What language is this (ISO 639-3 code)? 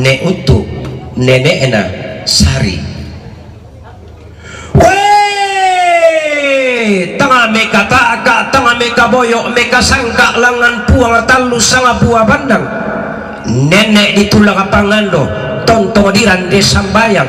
sda